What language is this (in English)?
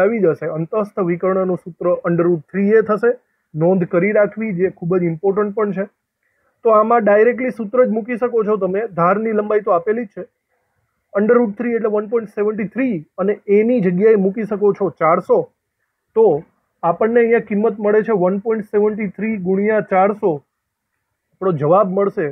Gujarati